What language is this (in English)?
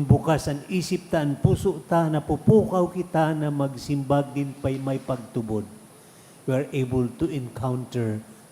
Bikol